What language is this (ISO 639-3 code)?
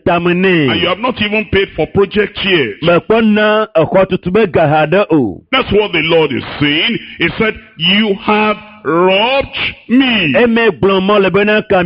ewe